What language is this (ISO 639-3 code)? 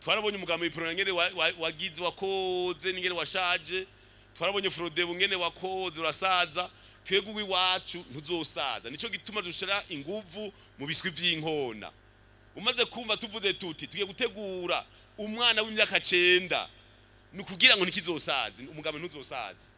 run